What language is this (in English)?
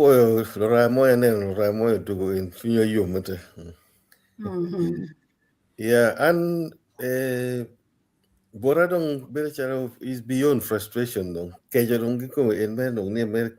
Acoli